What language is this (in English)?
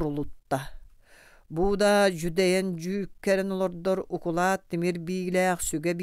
Yakut